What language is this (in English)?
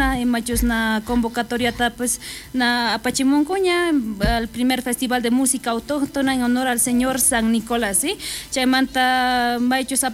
South Bolivian Quechua